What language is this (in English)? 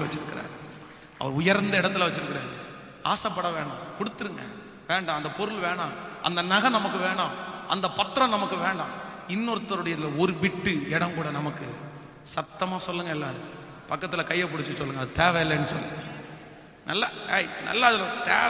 Tamil